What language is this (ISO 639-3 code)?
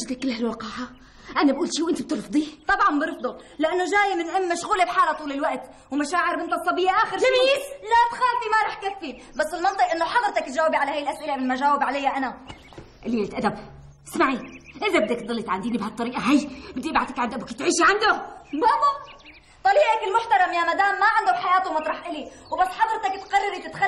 apc